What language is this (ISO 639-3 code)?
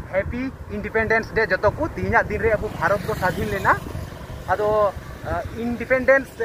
sat